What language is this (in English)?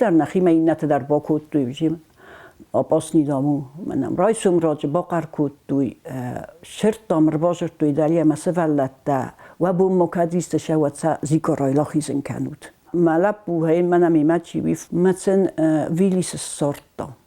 Ossetic